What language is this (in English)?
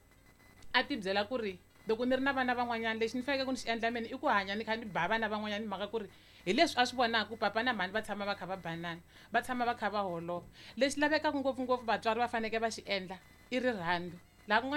Tsonga